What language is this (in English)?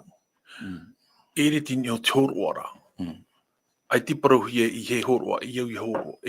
Tahitian